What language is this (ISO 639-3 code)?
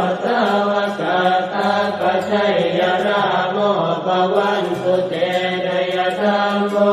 pli